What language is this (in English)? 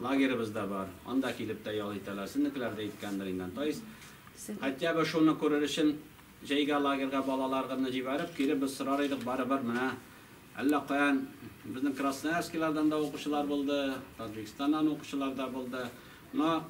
Tatar